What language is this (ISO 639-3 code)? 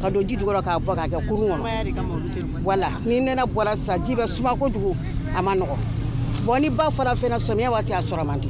bam